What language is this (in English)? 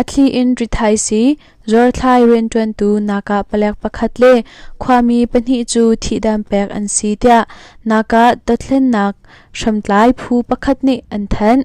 Hakha Chin